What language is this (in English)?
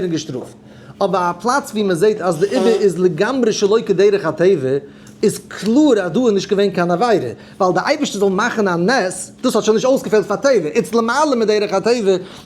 Yiddish